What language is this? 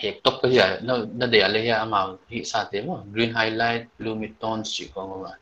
Paite Chin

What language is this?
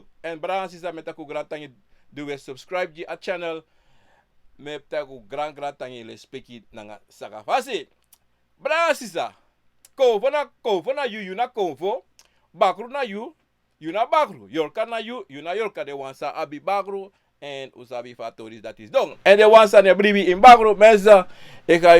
Sranan Tongo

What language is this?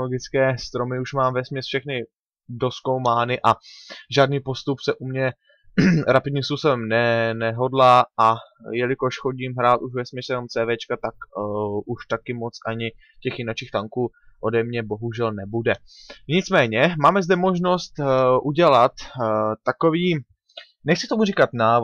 Czech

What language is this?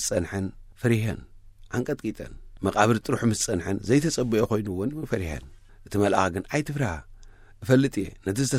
Tigrinya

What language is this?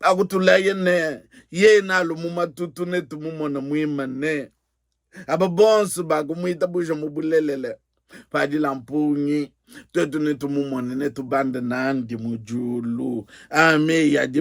Luba-Lulua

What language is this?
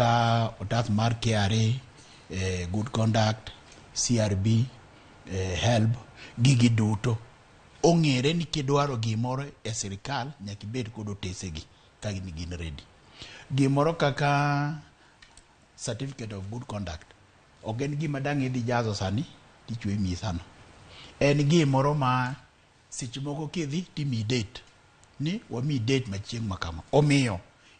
Luo (Kenya and Tanzania)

